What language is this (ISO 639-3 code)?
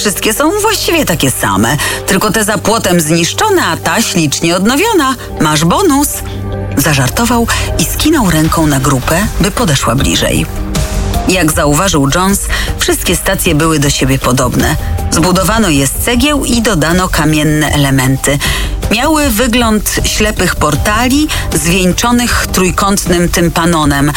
pol